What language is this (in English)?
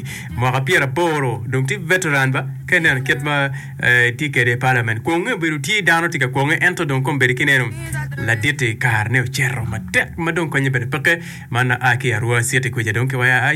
Acoli